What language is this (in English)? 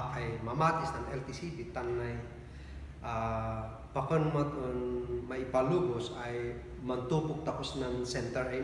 Kankanaey